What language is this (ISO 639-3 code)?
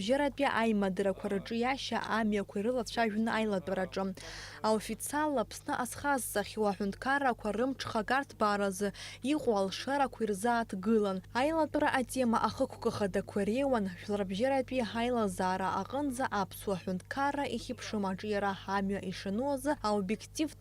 abk